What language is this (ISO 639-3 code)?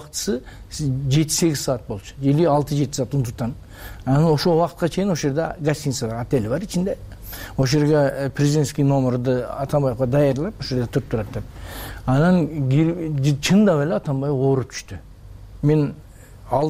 kir